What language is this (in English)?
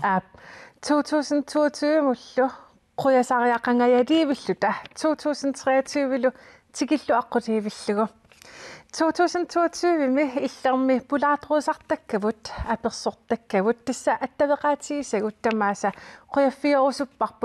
Kalaallisut